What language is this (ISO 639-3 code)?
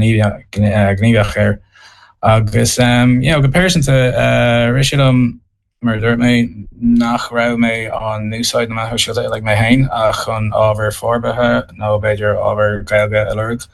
gle